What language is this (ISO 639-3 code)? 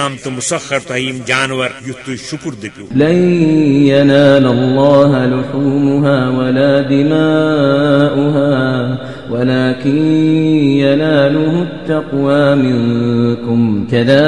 kas